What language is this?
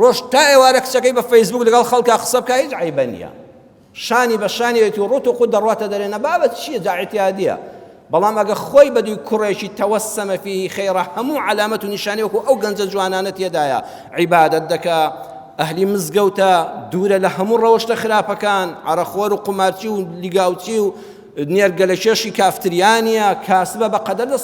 Central Kurdish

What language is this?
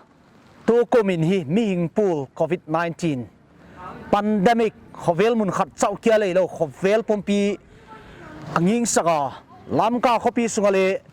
Paite Chin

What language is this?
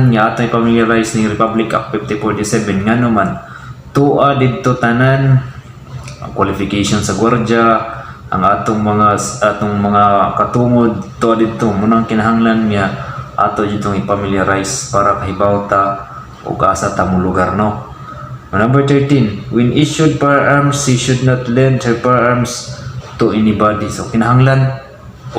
Cebuano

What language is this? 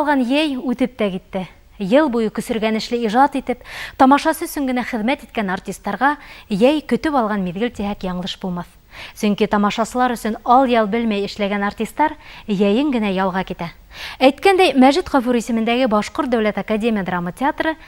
Bashkir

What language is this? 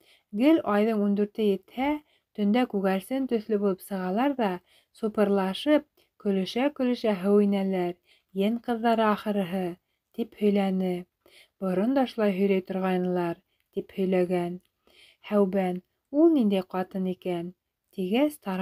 Bashkir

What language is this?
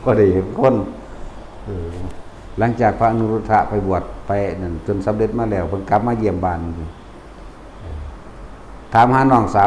Lao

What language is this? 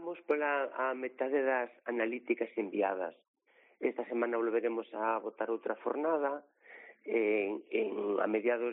Galician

